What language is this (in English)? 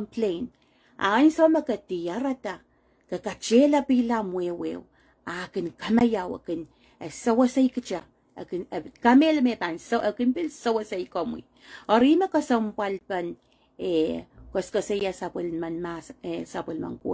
Pohnpeian